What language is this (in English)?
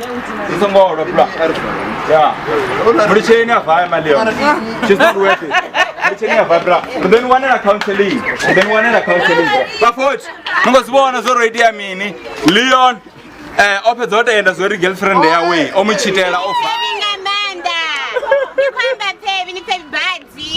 Venda